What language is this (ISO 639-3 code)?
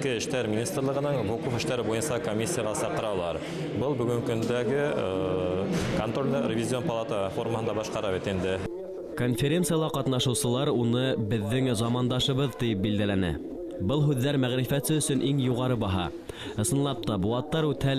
bak